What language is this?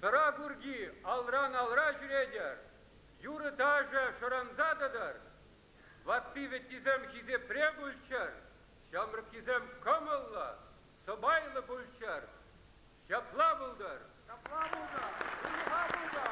Chuvash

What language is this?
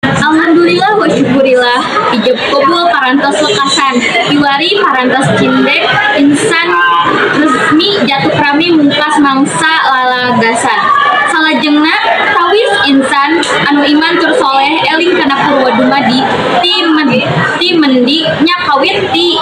Sundanese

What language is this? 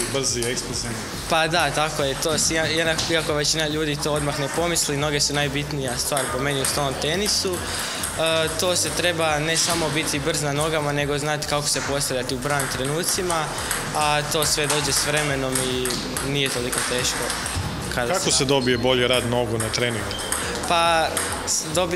Croatian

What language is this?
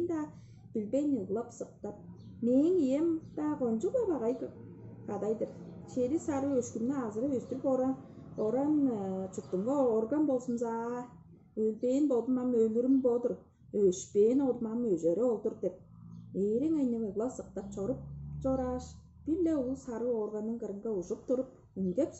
Tuvinian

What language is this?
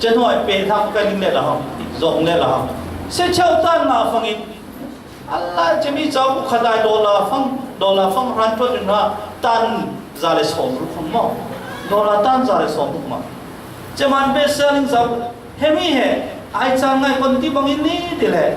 Falam Chin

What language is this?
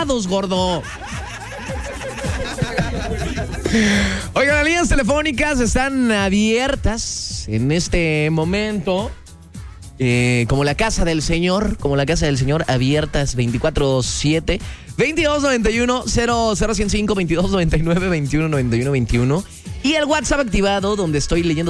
Spanish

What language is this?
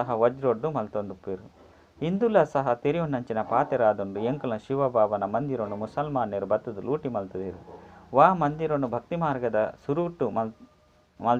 Tulu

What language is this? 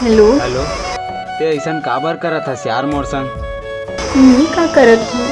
Chhattisgarhi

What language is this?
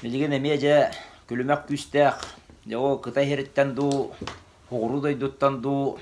Yakut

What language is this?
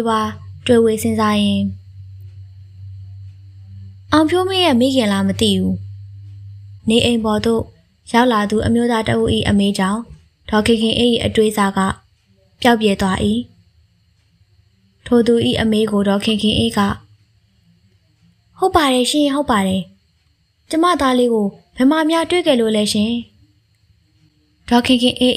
Burmese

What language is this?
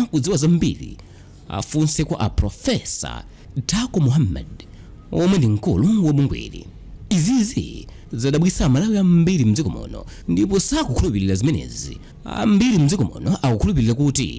Nyanja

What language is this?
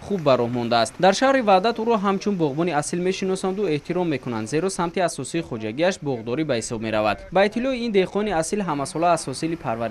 Tajik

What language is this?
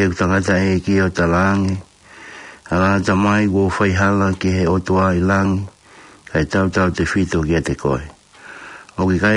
Tongan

